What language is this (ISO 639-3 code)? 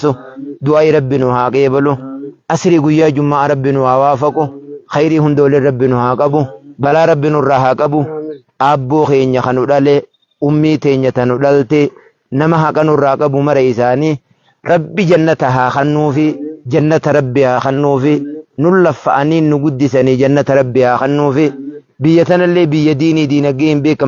orm